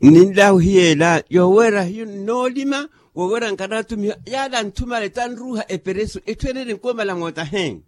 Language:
Makhuwa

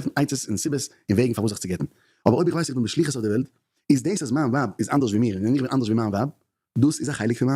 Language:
Yiddish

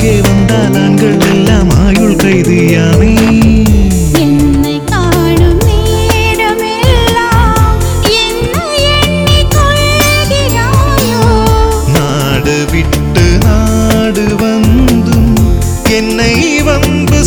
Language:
Tamil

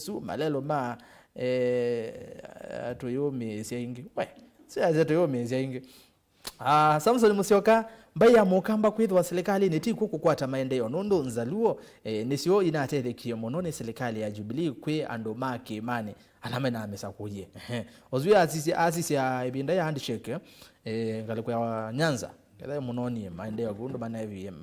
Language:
Kamba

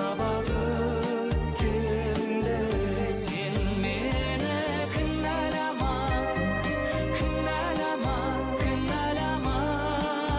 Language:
Kazakh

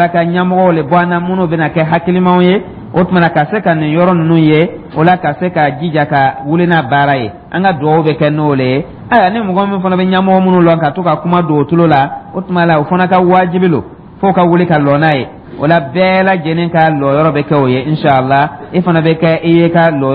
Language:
Dyula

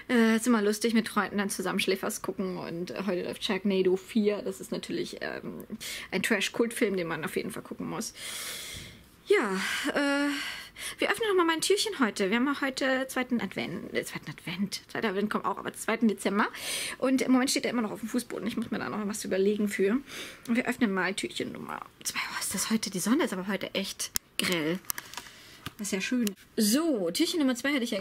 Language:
German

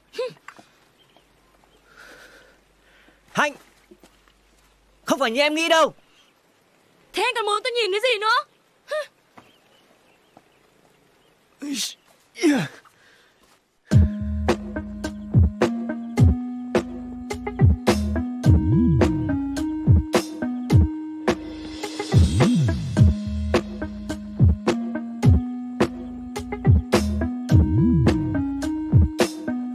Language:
Vietnamese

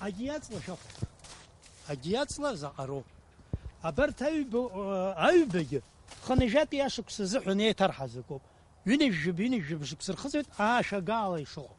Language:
Abkhazian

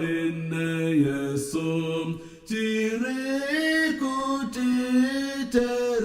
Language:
Nyanja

